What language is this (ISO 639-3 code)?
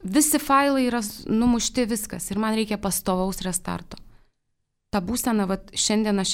lit